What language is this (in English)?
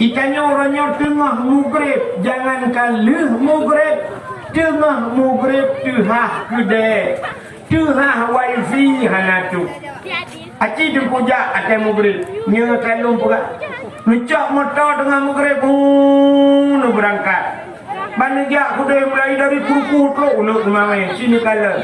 Achinese